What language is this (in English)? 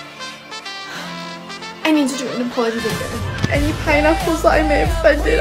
English